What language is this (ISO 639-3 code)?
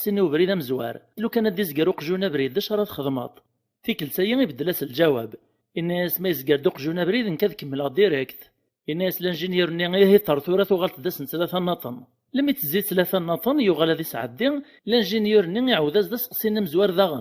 kab